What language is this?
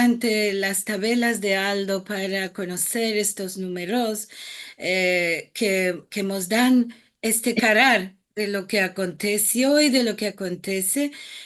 Ladino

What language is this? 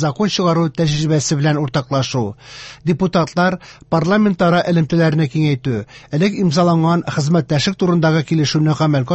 Tatar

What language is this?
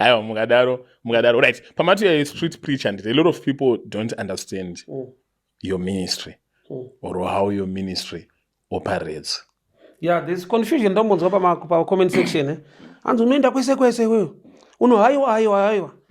Shona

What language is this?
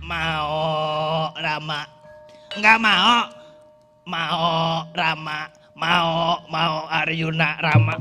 Betawi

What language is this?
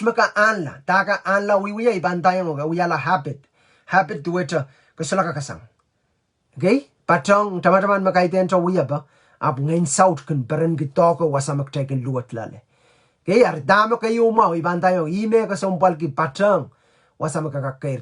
Pohnpeian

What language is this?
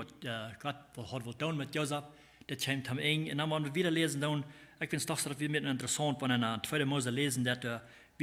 Plautdietsch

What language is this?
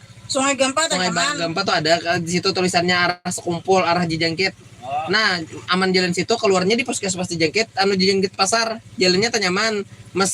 Banjar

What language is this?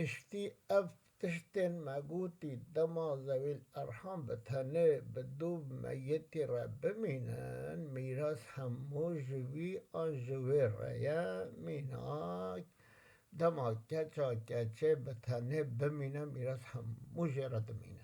Kurdish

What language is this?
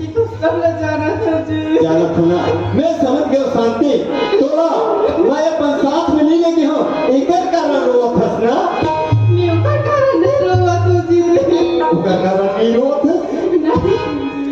Chhattisgarhi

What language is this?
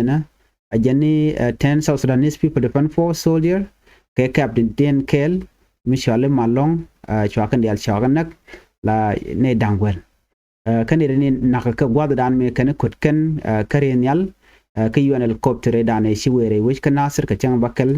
Nuer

